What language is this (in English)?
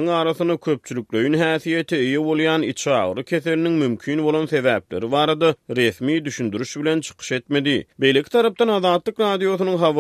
Turkmen